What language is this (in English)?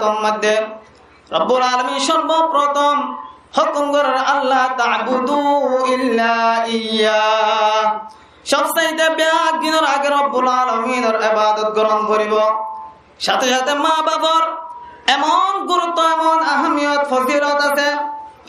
Rohingya